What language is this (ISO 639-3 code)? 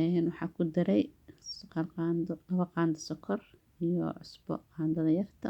som